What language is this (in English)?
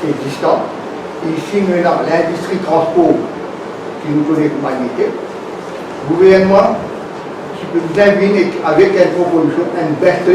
Morisyen